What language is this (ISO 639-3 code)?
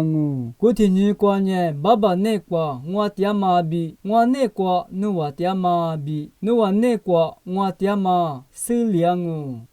lis